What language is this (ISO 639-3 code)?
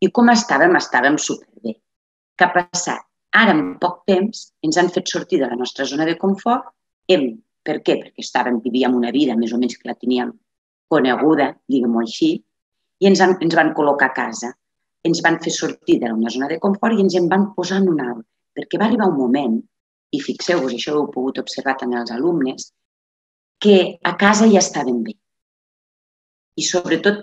cat